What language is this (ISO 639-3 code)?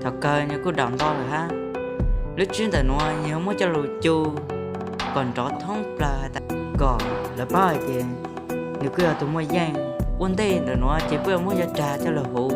hmn